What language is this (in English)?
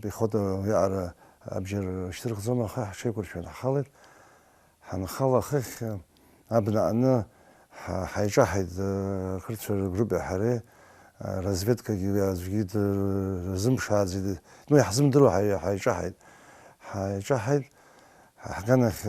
Abkhazian